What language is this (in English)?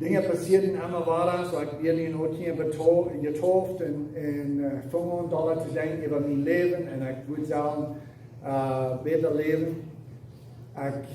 Plautdietsch